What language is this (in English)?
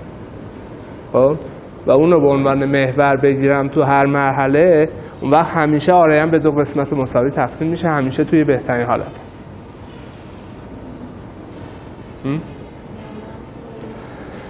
Persian